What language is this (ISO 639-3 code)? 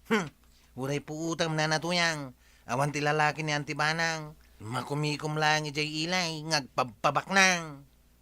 ilo